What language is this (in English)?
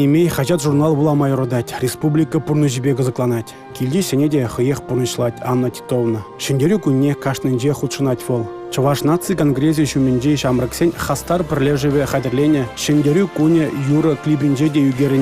Chuvash